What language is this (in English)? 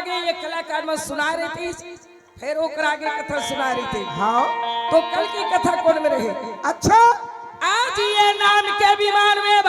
Chhattisgarhi